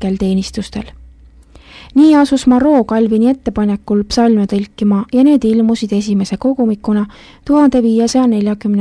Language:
Estonian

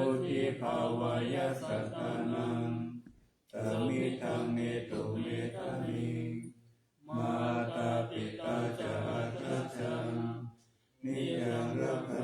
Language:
Pali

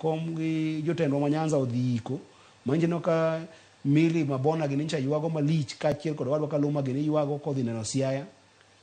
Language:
Luo (Kenya and Tanzania)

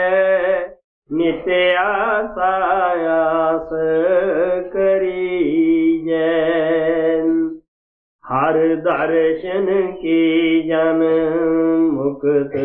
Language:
Punjabi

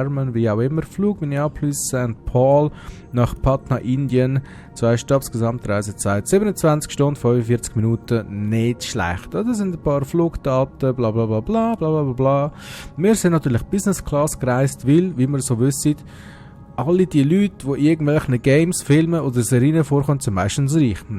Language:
Swiss German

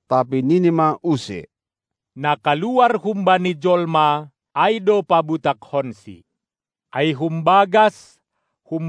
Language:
Batak Simalungun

